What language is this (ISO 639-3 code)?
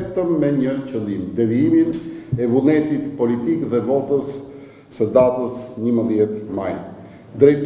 sqi